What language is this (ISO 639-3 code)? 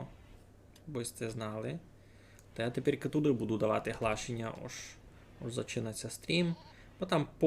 rue